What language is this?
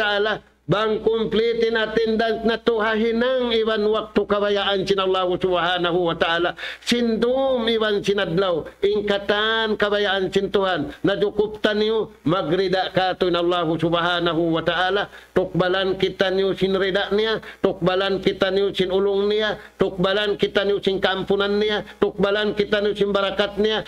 Tausug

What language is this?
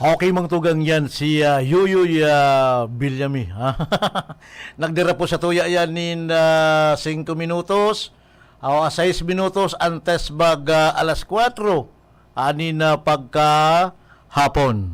Bikol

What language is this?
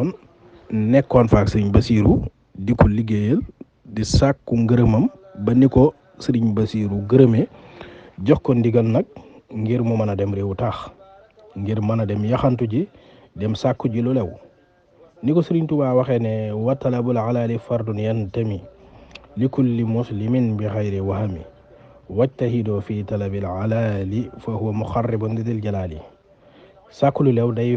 Wolof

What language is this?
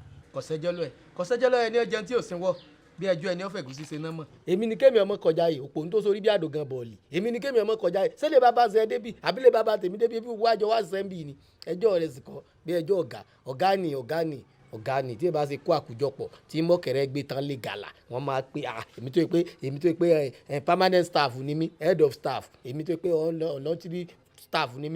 Yoruba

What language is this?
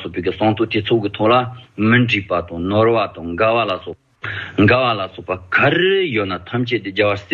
Tibetan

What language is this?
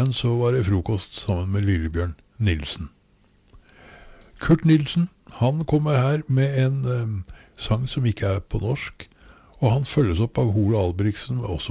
Norwegian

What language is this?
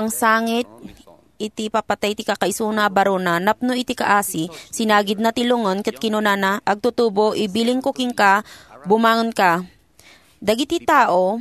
Iloko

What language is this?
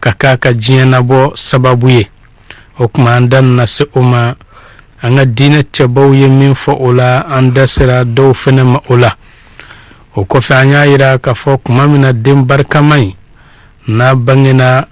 Bambara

